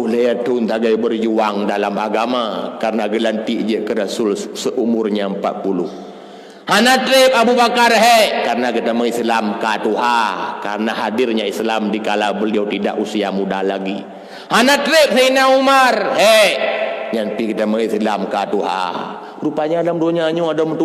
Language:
Achinese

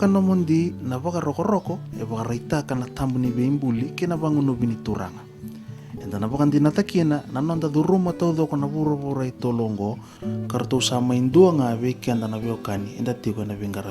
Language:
Fijian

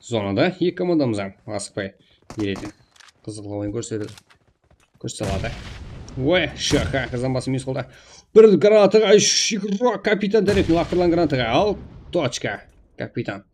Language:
Kara-Kalpak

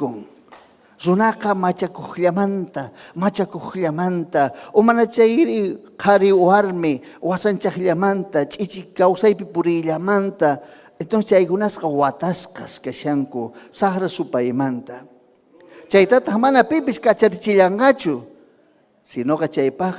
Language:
Ayacucho Quechua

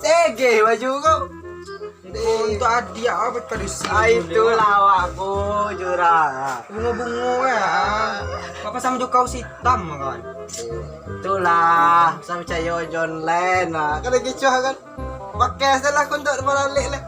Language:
Minangkabau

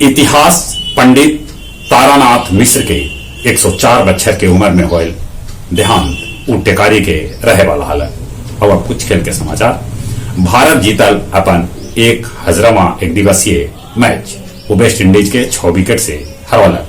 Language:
Magahi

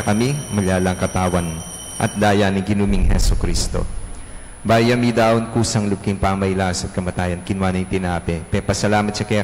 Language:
Pampanga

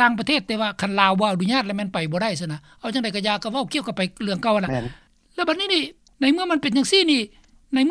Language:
Lao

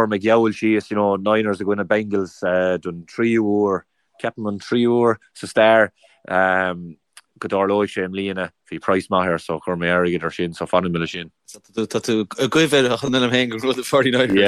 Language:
Irish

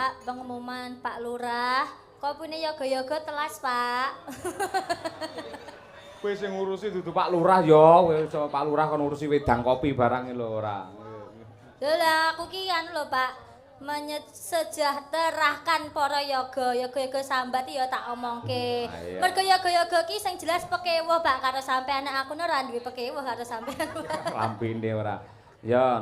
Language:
Javanese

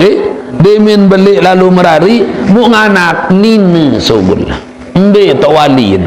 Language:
Sasak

